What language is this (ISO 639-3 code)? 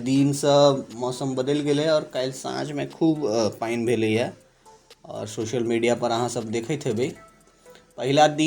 mai